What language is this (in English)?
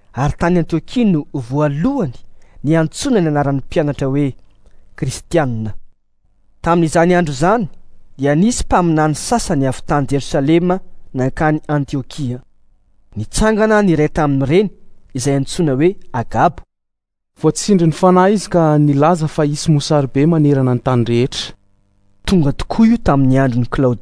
Malagasy